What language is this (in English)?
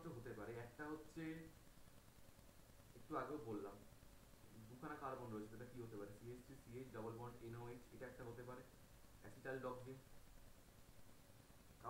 Bangla